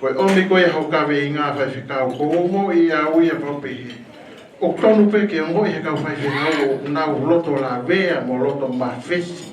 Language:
Tongan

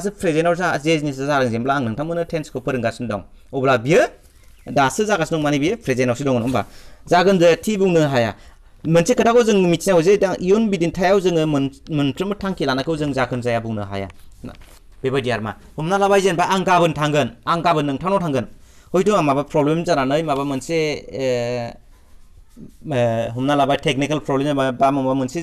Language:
Bodo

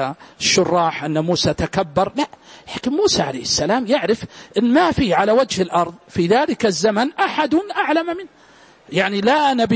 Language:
Arabic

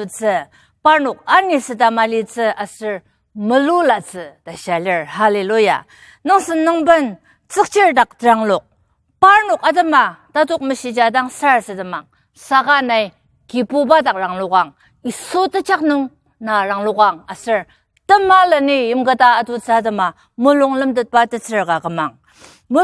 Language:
Ao Naga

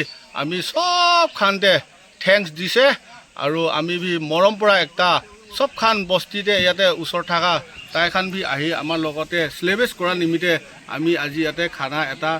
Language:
Naga Pidgin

